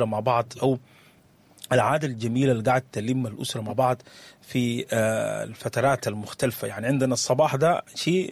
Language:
Sudanese Arabic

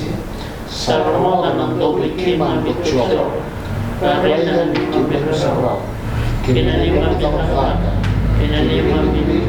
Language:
Fijian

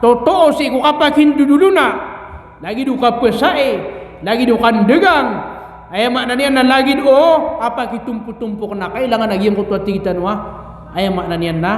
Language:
Maranao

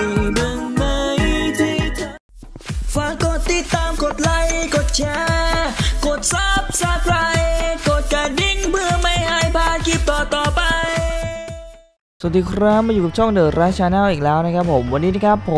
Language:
Thai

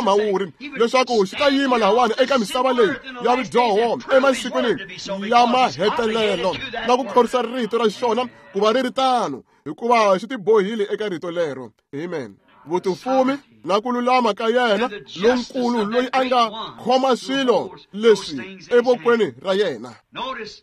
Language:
Tsonga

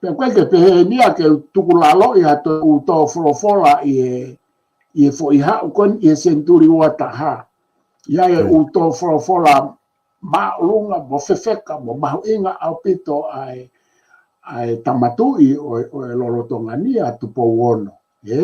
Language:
Tongan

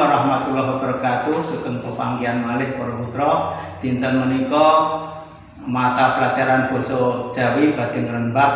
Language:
Javanese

